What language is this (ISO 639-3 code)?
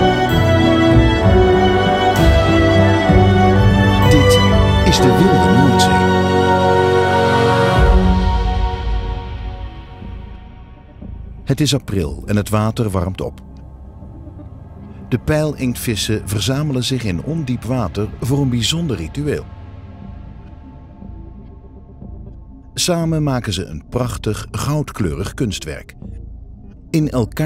nld